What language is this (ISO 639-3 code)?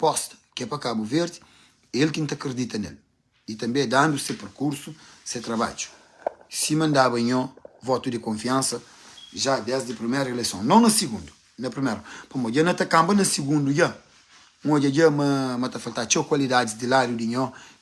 kea